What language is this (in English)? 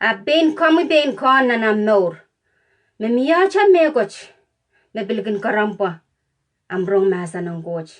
Pohnpeian